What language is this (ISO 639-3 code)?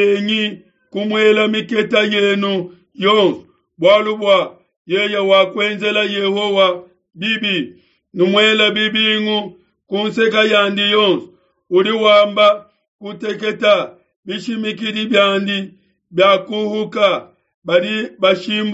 lua